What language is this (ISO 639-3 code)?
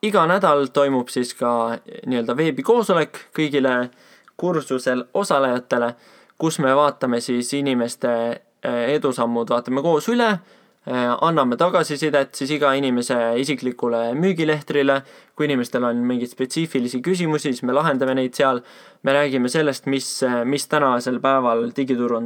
est